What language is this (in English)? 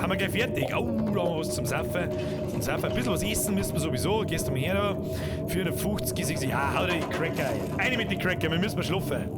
Bavarian